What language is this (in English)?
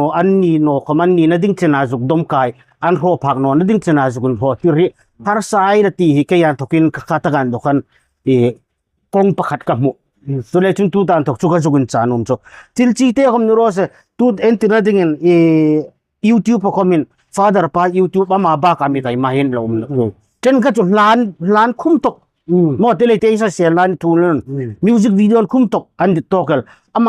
Hmar